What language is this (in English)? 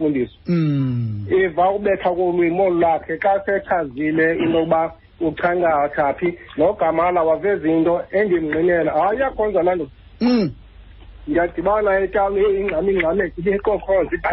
Xhosa